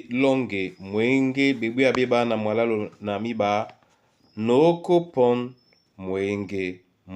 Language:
Duala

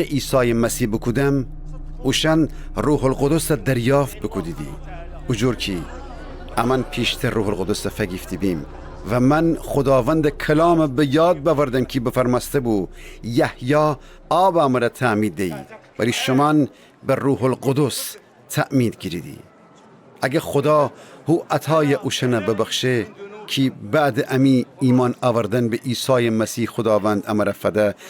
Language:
Gilaki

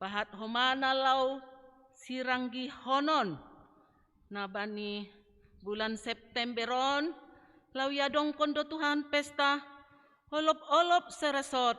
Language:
Batak Simalungun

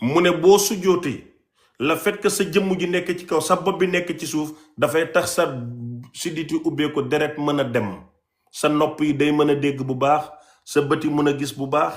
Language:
Wolof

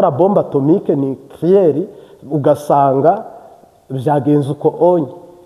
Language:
Kinyarwanda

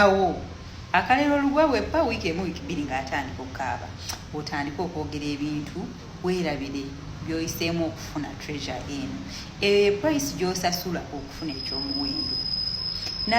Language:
Ganda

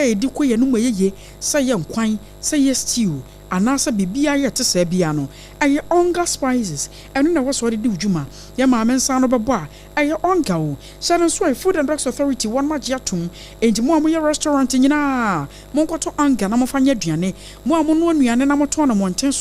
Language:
Akan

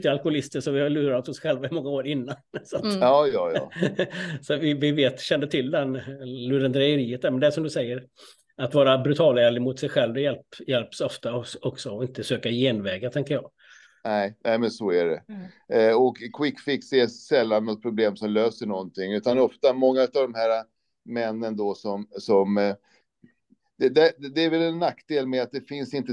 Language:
Swedish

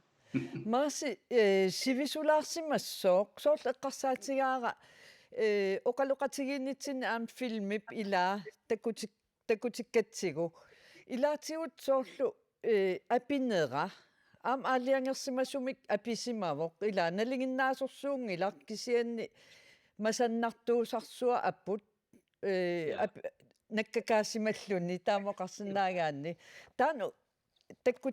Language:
Kalaallisut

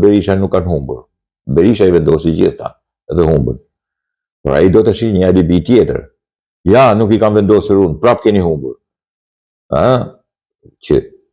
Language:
Albanian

